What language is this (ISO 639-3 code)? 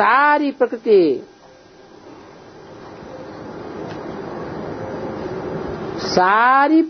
hin